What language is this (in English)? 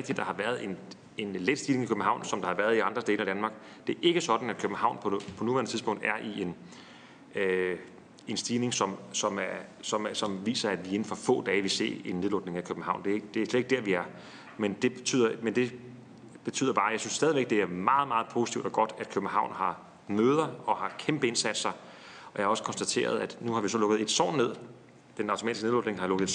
Danish